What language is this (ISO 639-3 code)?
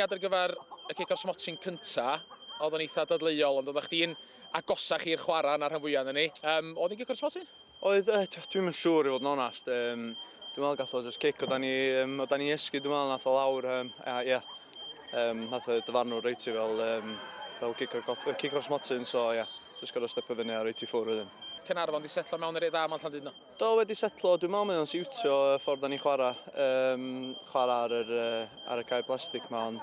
cym